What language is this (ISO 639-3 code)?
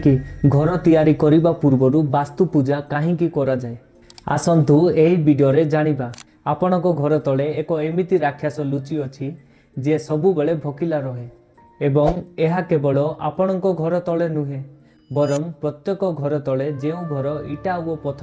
ori